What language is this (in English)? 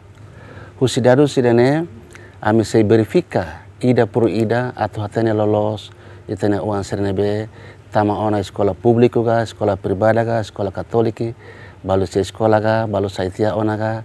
Tetum